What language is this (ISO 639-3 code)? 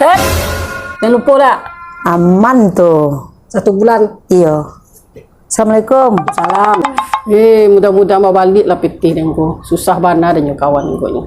min